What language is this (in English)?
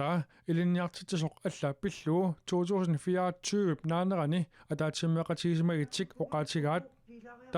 Kalaallisut